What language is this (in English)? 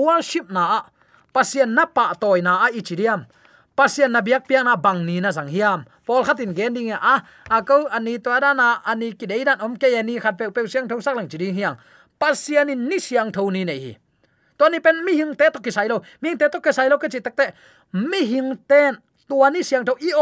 Tedim Chin